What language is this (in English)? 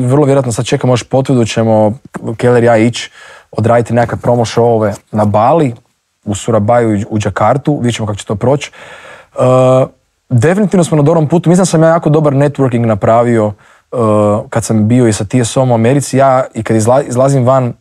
Croatian